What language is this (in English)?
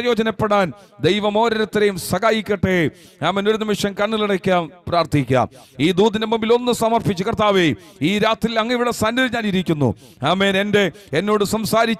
Malayalam